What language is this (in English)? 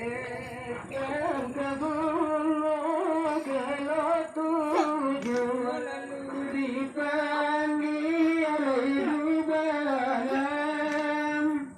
Minangkabau